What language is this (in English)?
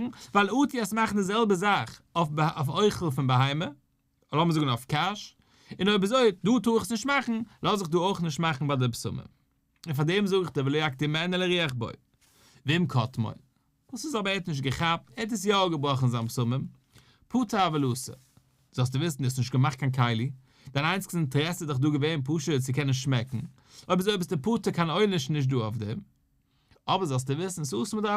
Yiddish